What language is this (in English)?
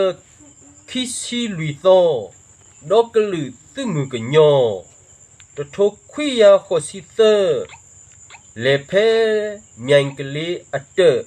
S'gaw Karen